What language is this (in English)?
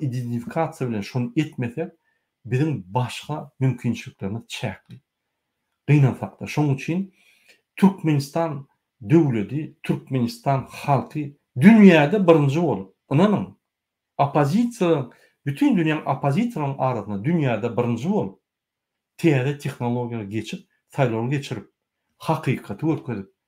Turkmen